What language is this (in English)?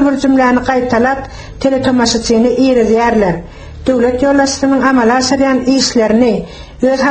Turkmen